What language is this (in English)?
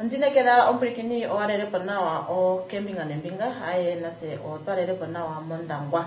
Kuanyama